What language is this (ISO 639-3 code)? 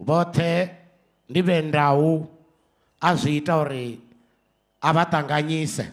ven